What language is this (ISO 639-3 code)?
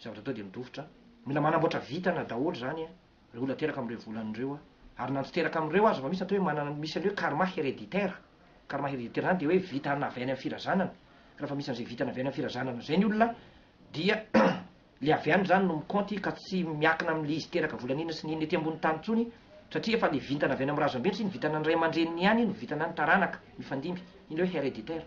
mlg